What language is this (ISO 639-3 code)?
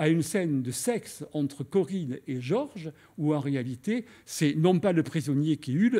fra